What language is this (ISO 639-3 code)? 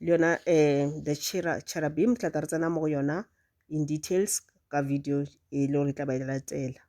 nso